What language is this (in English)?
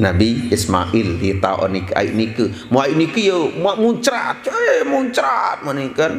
Sasak